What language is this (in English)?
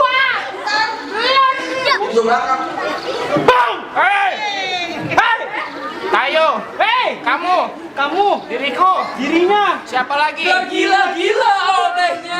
Betawi